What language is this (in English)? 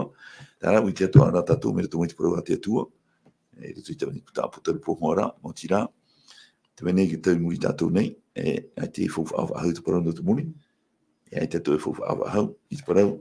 Tahitian